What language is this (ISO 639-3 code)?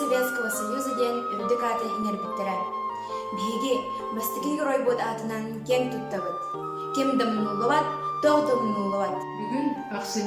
sah